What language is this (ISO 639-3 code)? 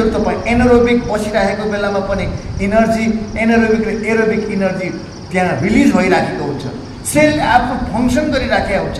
nep